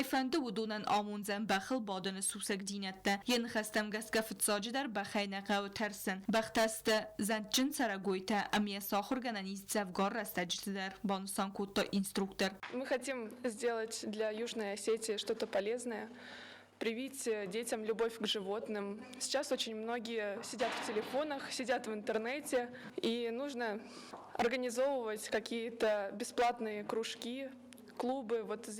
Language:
Ossetic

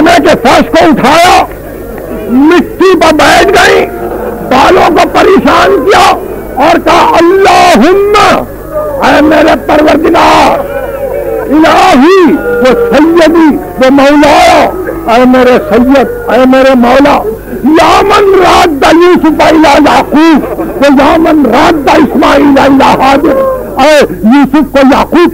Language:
Urdu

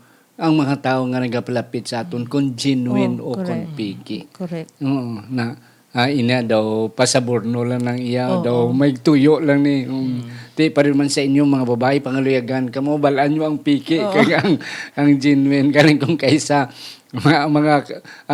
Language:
Hiligaynon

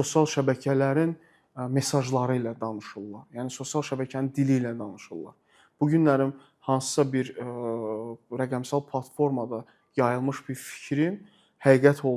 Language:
Azerbaijani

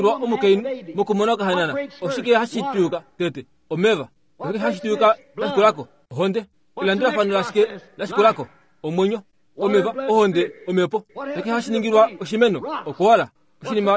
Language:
Kuanyama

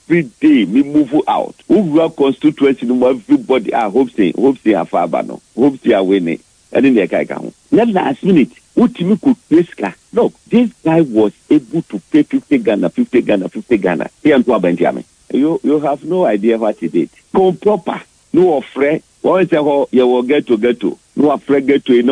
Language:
Akan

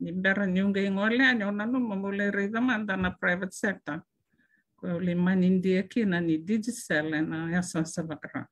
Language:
Fijian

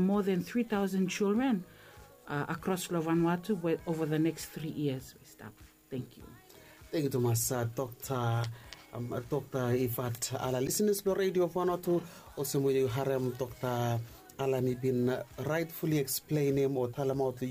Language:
Bislama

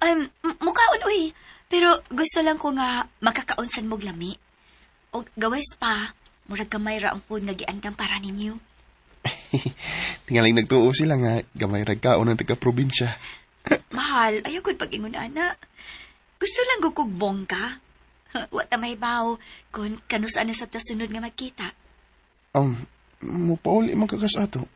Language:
Cebuano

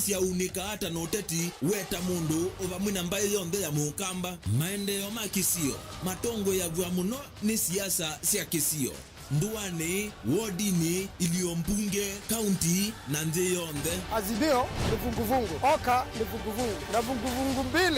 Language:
Kamba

